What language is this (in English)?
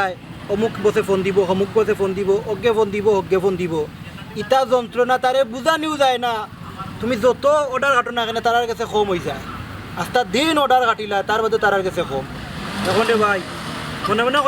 Sylheti